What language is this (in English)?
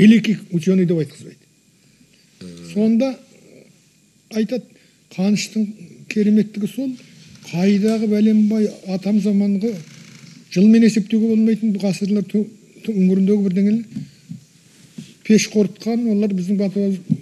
Kazakh